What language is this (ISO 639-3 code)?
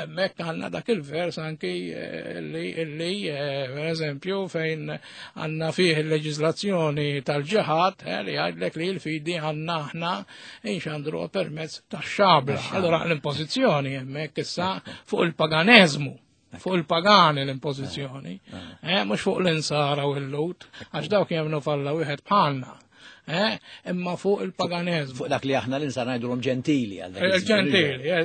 mlt